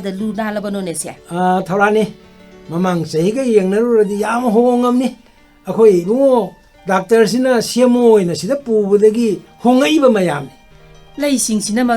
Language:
Manipuri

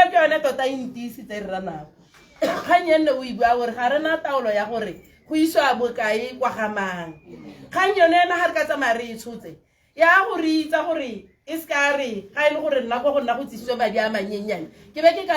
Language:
Tswana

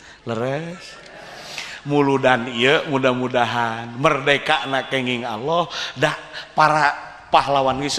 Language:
Sundanese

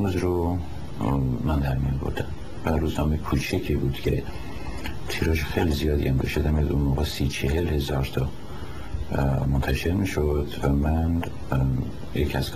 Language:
Persian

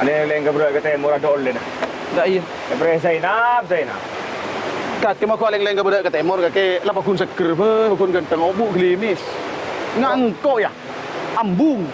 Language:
Madurese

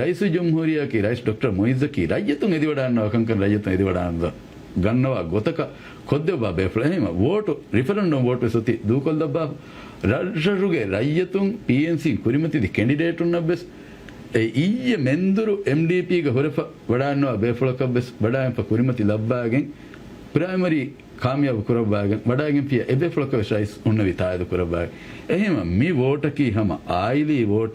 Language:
Divehi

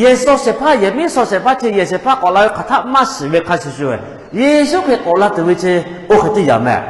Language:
Lahu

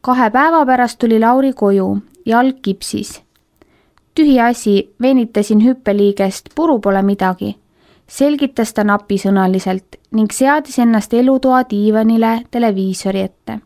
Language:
Estonian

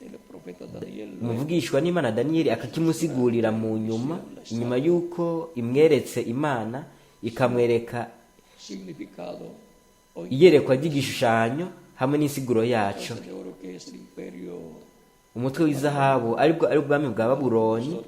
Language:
Rundi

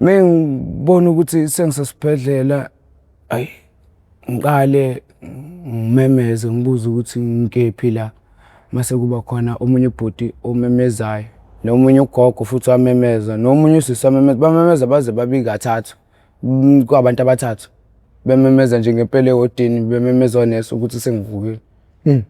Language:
Zulu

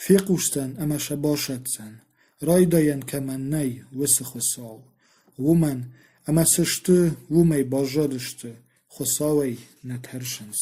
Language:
Ossetic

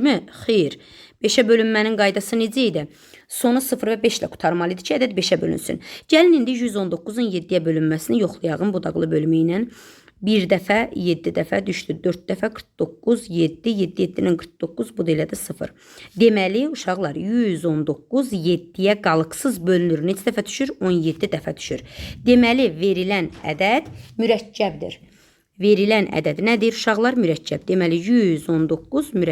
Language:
Azerbaijani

